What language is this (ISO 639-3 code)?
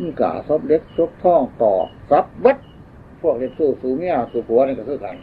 tts